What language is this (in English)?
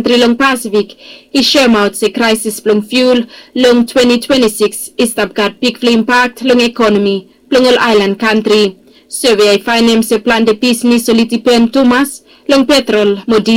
Bislama